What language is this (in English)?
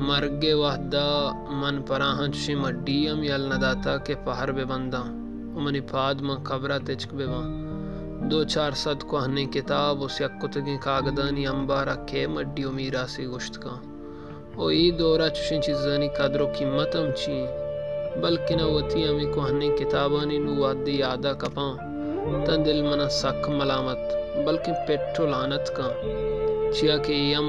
Baluchi